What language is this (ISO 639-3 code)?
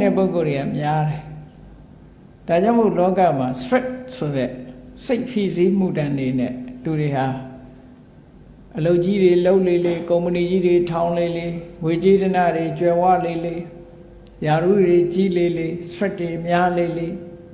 mya